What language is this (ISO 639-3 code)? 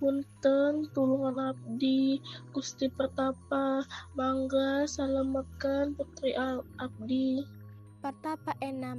sun